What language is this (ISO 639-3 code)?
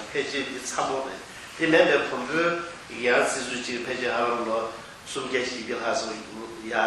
bod